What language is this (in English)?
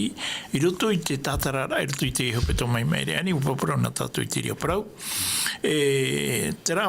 Tahitian